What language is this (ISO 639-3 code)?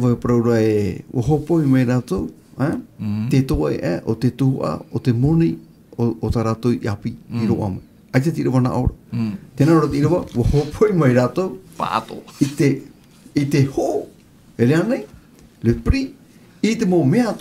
tah